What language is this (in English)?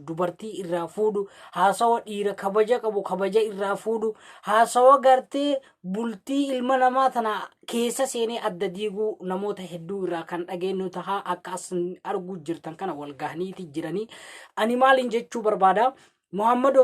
Oromo